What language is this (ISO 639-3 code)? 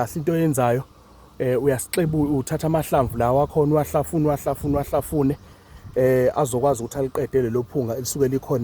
zul